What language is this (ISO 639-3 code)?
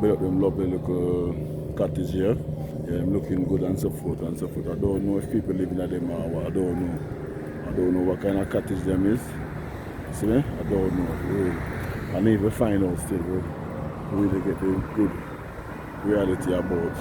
jam